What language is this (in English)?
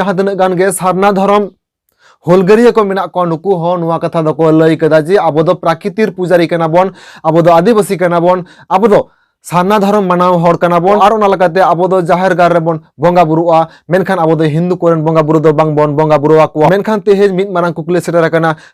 Santali